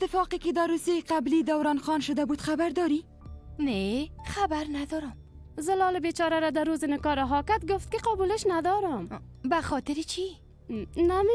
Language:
Persian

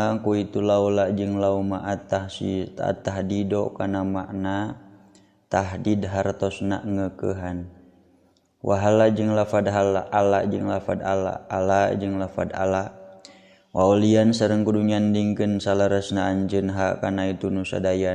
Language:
Sundanese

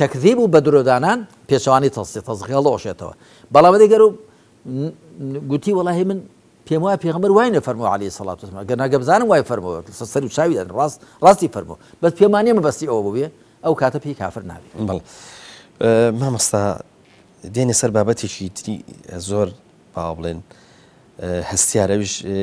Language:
Central Kurdish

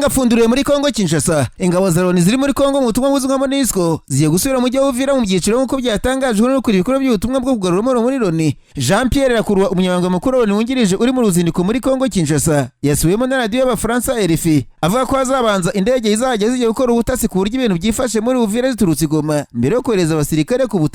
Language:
Kinyarwanda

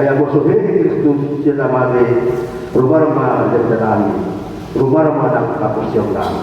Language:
Batak Toba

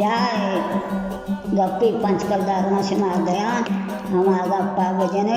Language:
Baluchi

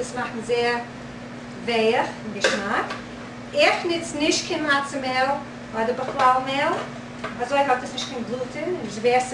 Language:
Yiddish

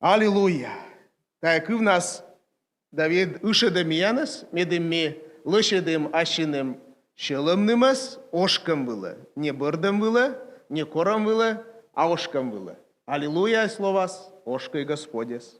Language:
Komi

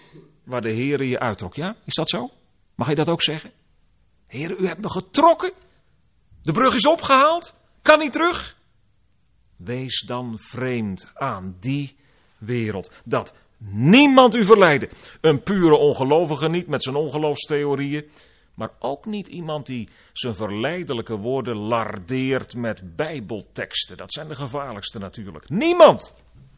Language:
Dutch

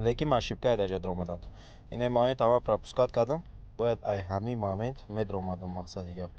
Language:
Tajik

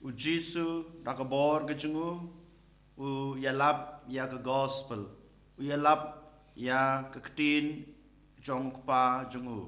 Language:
Khasi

